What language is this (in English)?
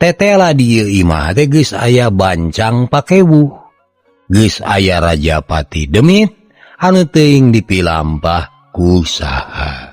Sundanese